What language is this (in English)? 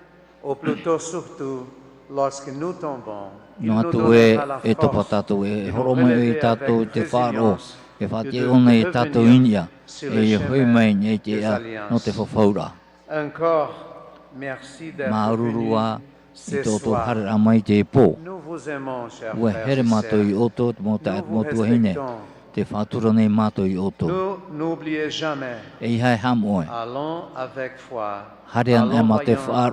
Tahitian